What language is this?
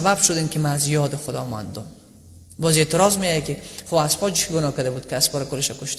Persian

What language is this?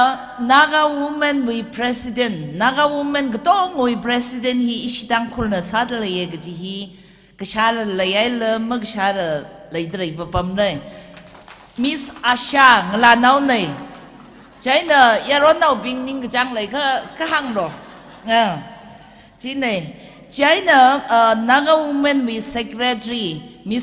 Tangkhul Naga (India)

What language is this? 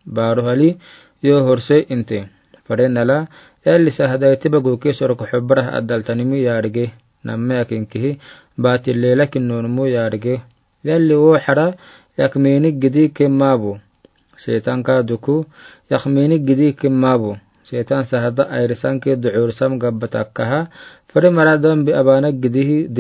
Afar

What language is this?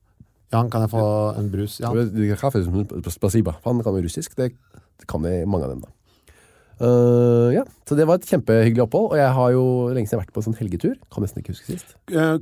Norwegian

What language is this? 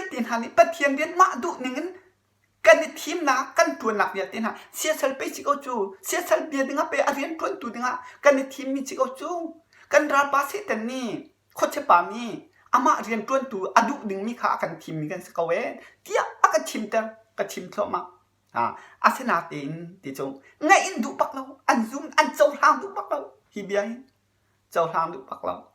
Hakha Chin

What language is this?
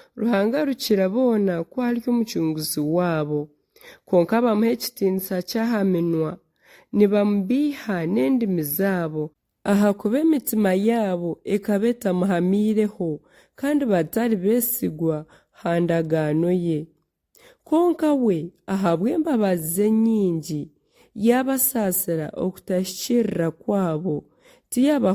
Nyankole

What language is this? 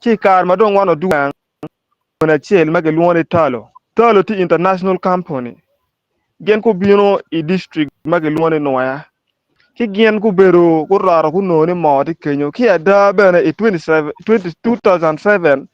Acoli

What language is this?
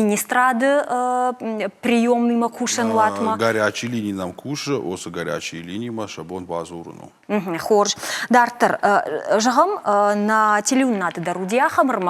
Ossetic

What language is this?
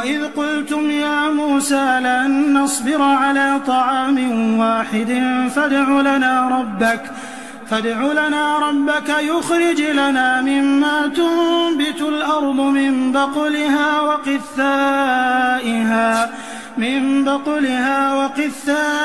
Arabic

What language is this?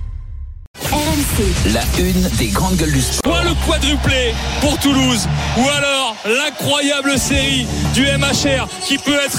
French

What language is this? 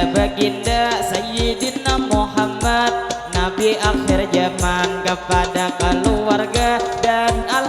Banjar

